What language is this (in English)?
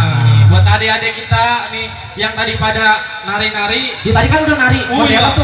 Betawi